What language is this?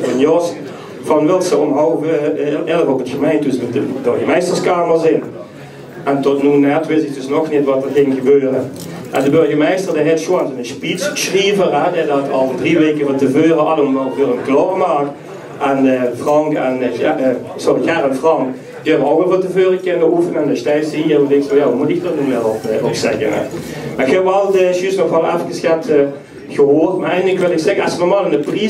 Limburgish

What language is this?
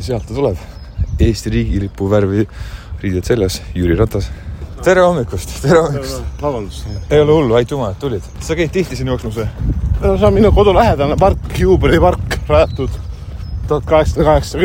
Estonian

